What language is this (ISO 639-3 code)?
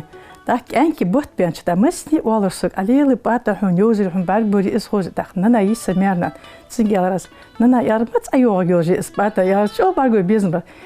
inh